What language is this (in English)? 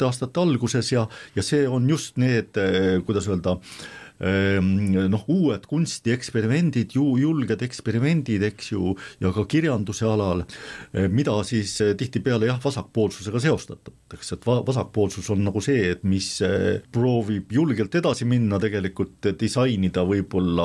Estonian